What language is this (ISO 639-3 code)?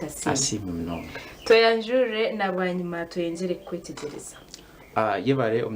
nyn